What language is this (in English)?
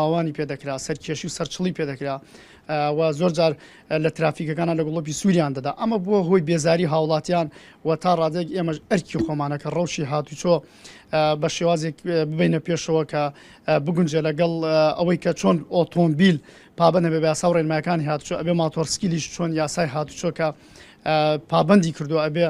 Central Kurdish